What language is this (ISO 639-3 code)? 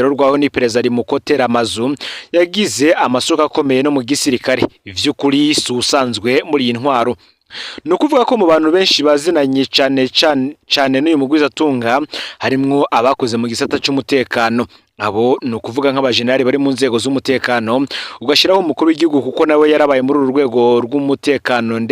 run